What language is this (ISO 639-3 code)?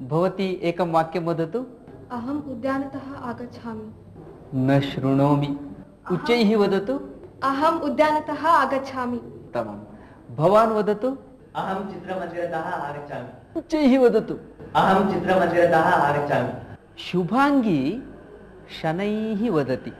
san